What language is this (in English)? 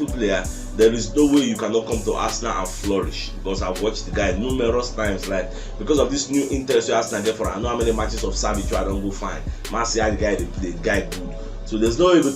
Nigerian Pidgin